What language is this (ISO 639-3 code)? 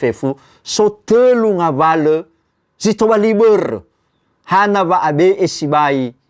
nia